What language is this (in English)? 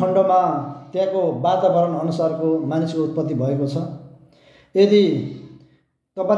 Nepali